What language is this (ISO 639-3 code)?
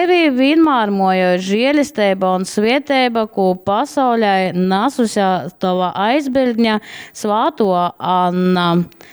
ltg